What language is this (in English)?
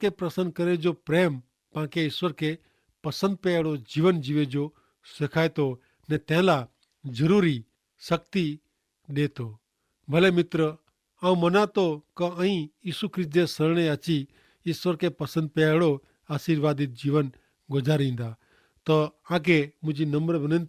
Kachhi